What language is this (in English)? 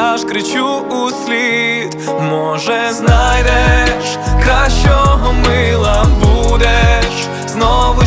Ukrainian